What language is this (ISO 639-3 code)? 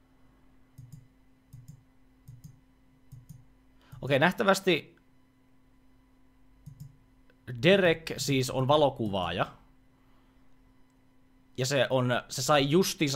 fin